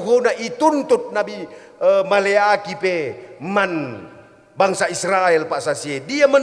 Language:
Batak Karo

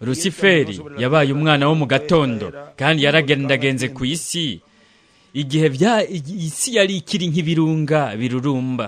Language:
Rundi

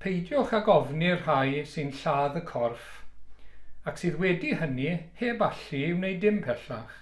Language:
Welsh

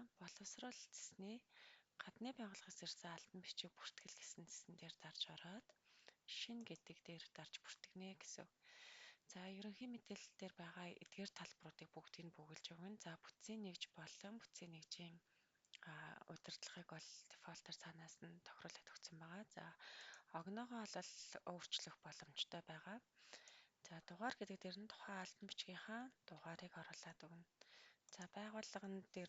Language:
Mongolian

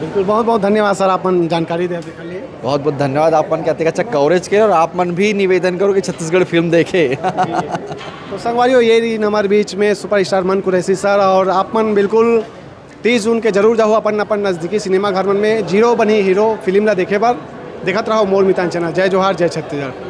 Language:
Chhattisgarhi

